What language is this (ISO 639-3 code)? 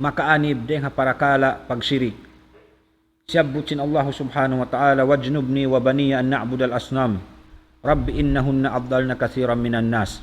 tsg